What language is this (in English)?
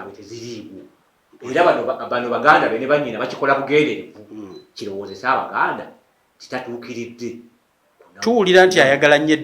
Ganda